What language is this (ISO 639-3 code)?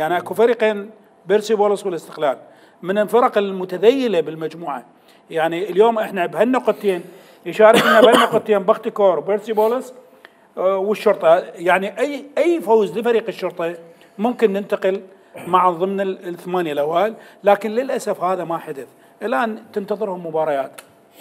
acm